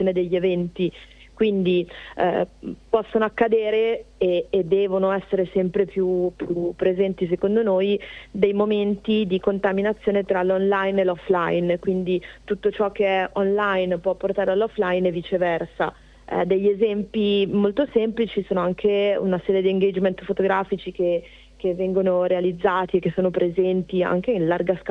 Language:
Italian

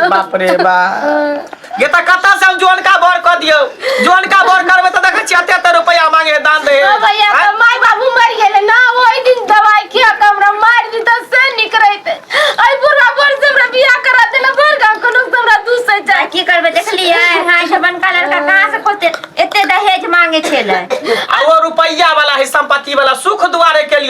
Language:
Maithili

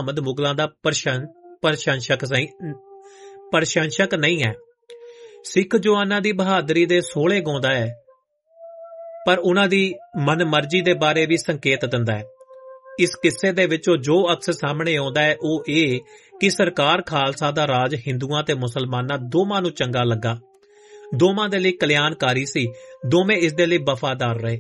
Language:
Punjabi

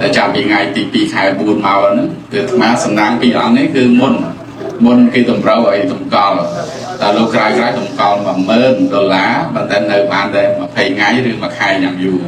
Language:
Khmer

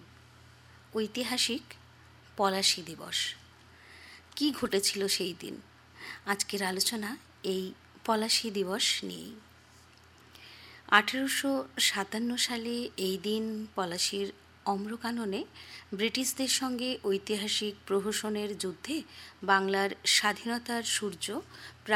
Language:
Bangla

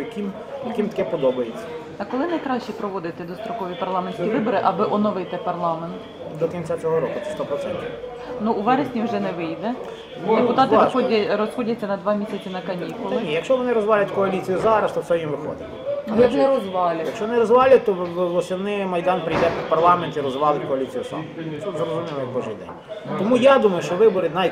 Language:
Ukrainian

